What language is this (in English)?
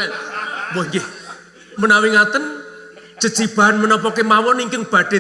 Javanese